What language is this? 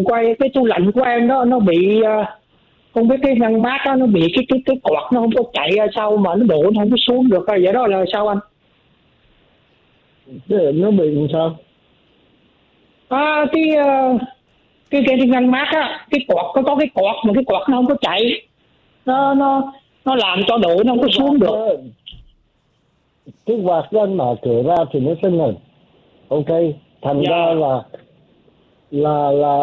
Vietnamese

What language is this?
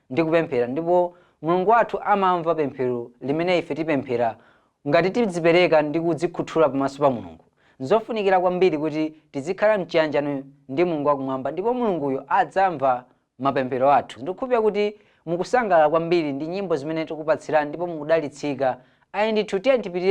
Nyanja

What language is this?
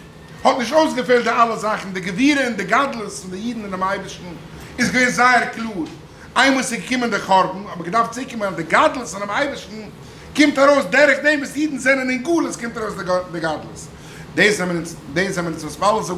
Yiddish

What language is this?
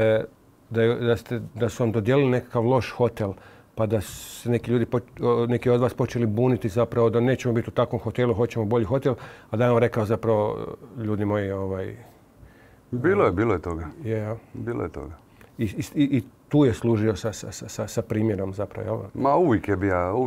Croatian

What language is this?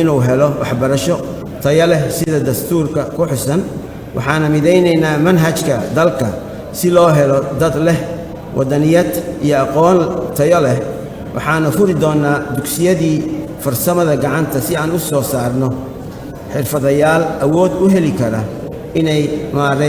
Somali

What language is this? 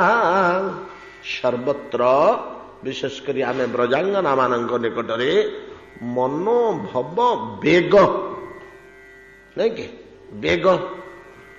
Odia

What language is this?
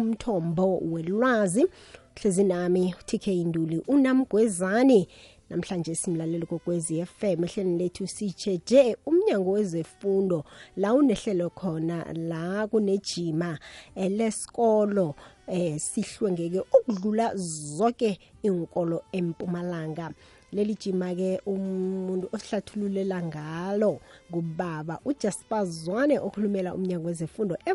South Ndebele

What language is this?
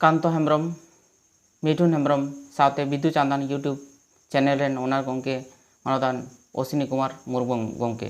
Santali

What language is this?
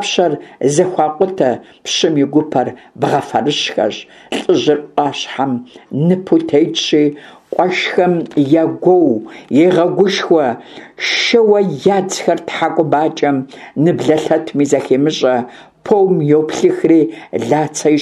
Kabardian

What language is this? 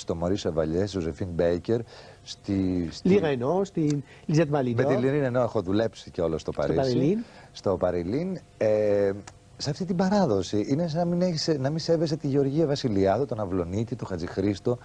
Greek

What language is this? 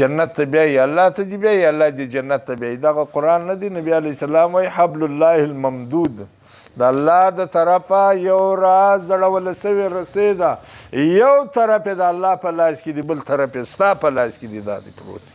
Pashto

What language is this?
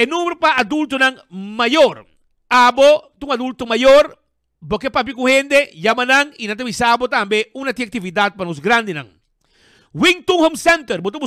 Papiamento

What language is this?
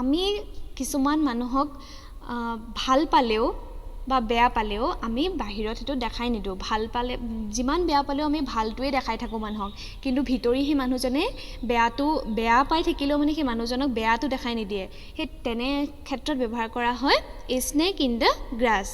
Assamese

